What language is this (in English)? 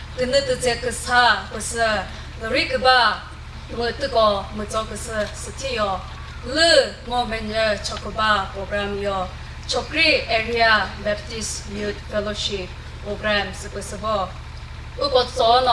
Chokri Naga